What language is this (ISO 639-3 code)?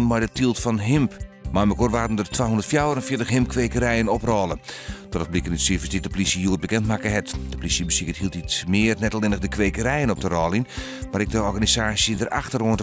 fry